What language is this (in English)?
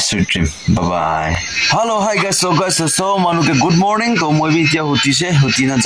Naga Pidgin